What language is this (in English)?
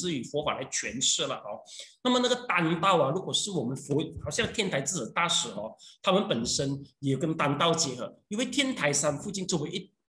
Chinese